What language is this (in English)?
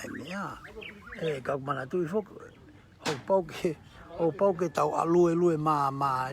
Tongan